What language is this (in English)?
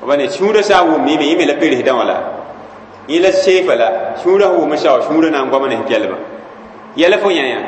Mossi